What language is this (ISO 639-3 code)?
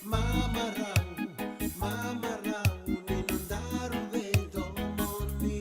fij